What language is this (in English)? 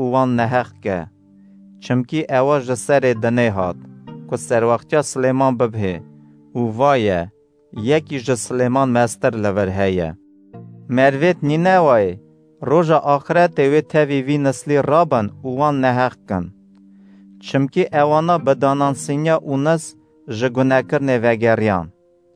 Kurdish